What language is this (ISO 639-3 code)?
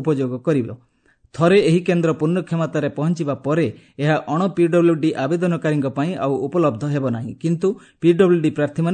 ori